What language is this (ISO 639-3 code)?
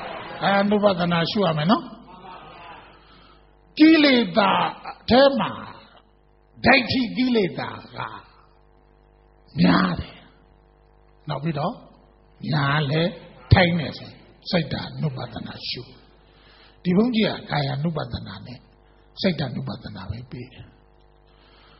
mya